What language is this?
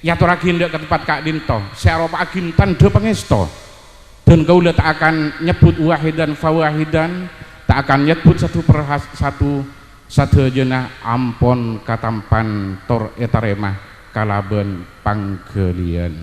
Madurese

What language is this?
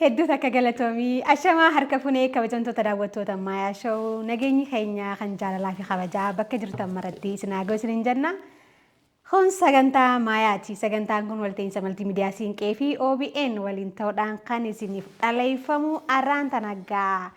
Oromo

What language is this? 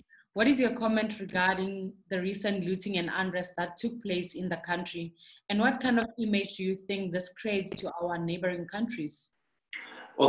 English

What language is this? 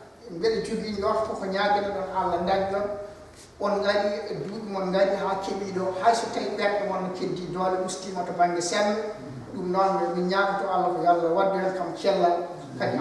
Fula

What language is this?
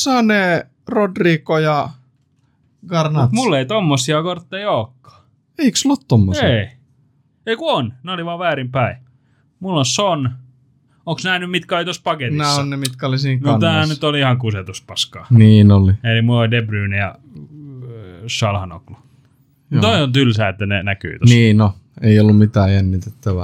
Finnish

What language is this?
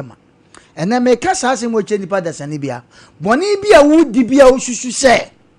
Akan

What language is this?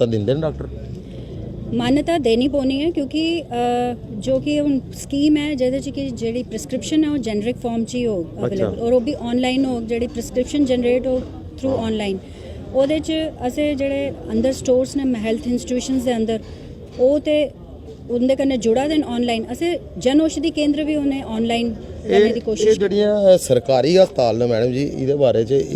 Dogri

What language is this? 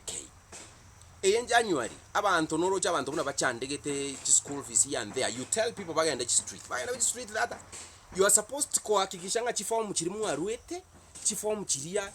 Gusii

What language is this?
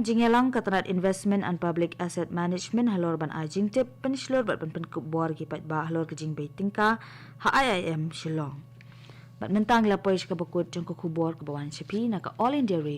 Khasi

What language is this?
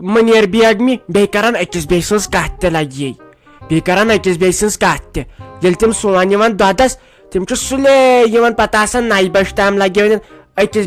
Kashmiri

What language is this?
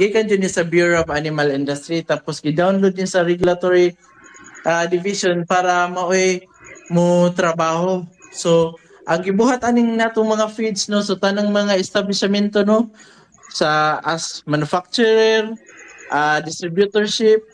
Cebuano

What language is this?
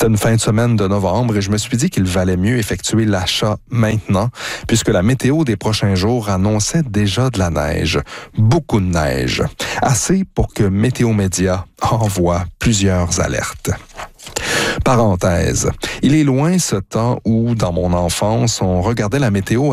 French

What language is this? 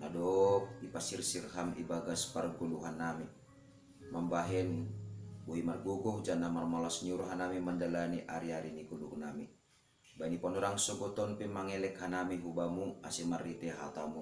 Batak Simalungun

